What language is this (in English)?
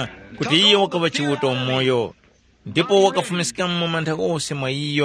Tumbuka